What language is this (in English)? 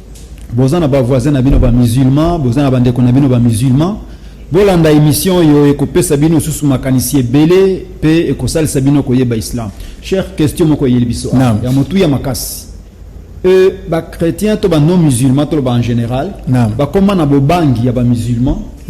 Lingala